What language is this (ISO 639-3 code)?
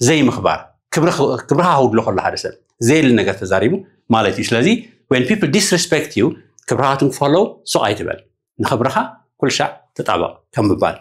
tir